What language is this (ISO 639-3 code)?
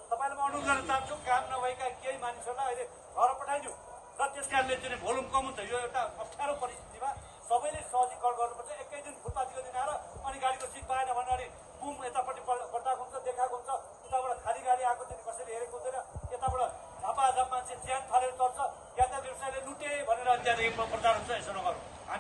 nep